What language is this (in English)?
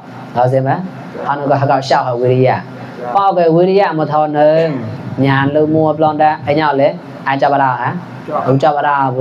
Mon